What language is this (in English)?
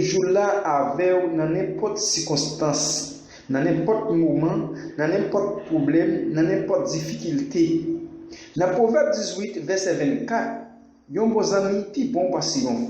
Haitian Creole